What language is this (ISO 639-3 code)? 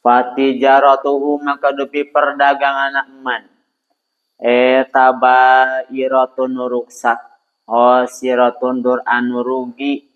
sun